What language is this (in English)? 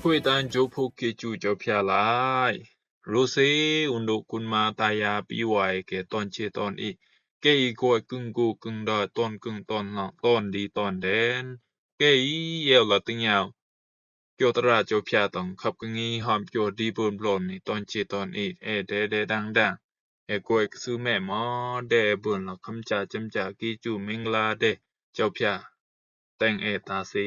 Rumai Palaung